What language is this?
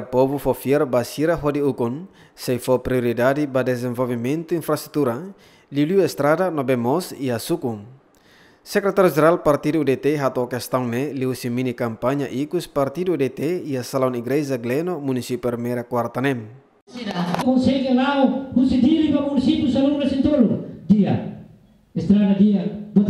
Tetum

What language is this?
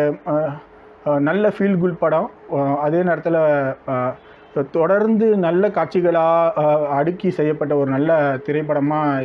Tamil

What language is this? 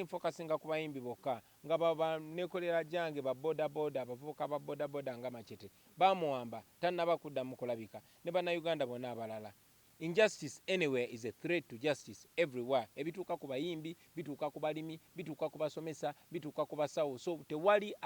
Ganda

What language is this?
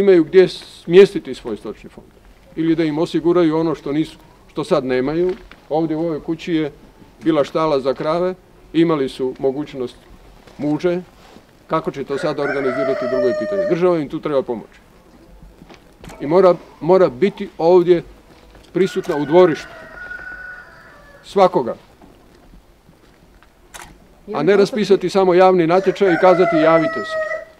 Croatian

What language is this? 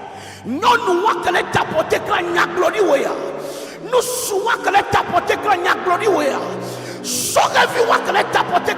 Ewe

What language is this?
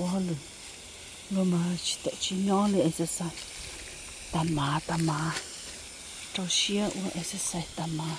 Hmong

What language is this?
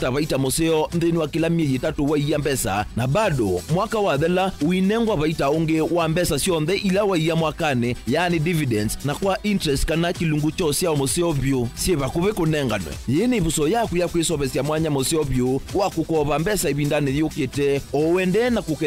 Kamba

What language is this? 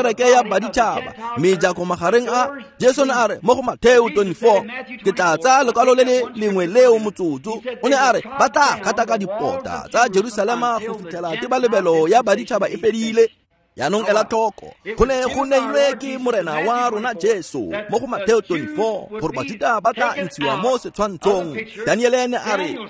Tswana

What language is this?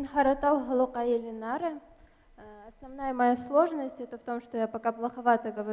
Bashkir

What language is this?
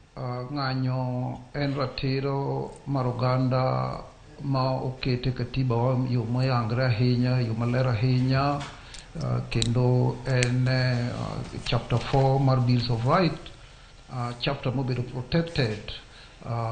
Luo (Kenya and Tanzania)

